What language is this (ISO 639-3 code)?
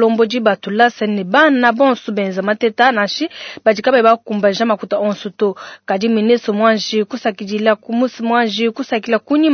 lua